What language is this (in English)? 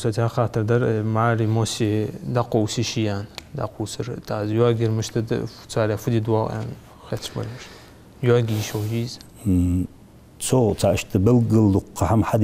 Ingush